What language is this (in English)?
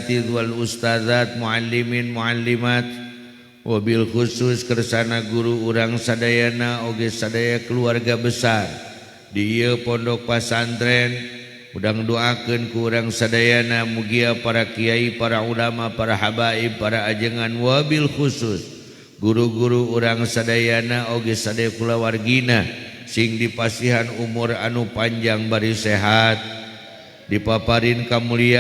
Sundanese